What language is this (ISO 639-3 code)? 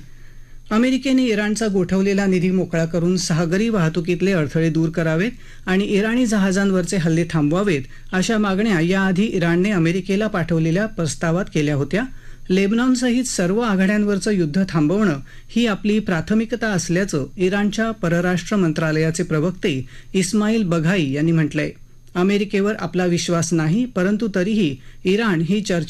mar